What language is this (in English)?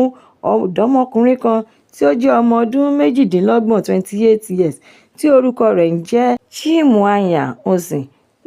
Yoruba